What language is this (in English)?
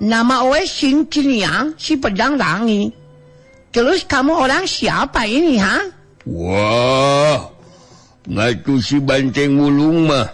Sundanese